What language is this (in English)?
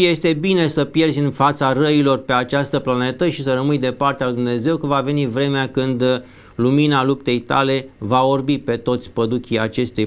Romanian